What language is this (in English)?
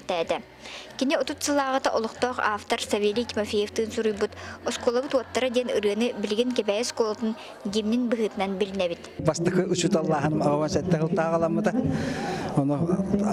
Yakut